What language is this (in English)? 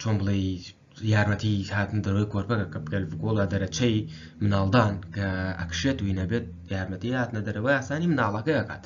Central Kurdish